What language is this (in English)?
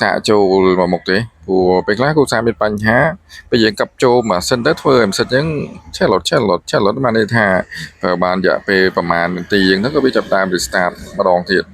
Khmer